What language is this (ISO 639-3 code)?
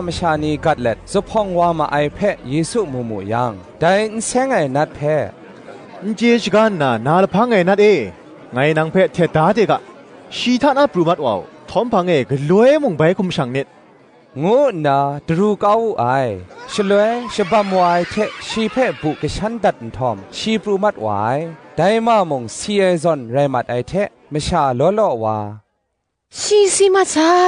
kac